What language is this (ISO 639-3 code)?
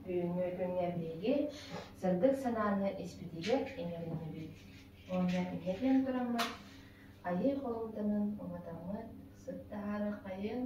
sah